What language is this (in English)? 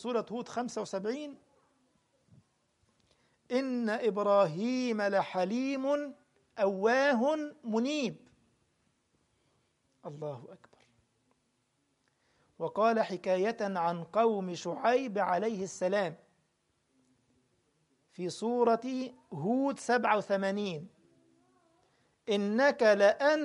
Arabic